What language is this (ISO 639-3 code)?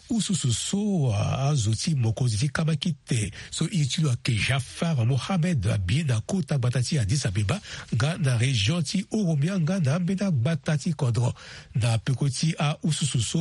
sag